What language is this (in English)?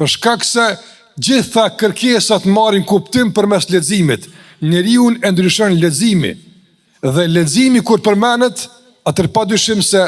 Albanian